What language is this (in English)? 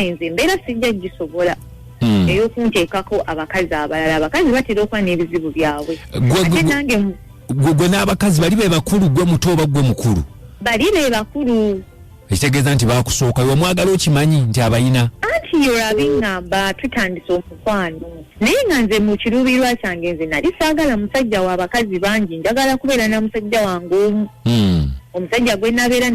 Ganda